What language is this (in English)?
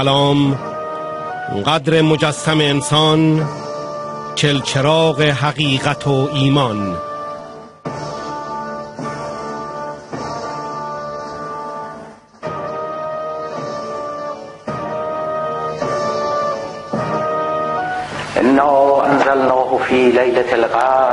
Persian